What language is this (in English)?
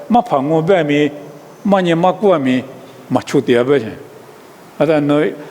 Lisu